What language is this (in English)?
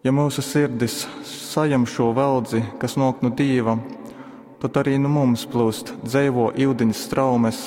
Latgalian